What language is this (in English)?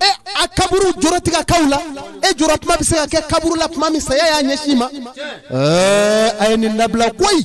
Bambara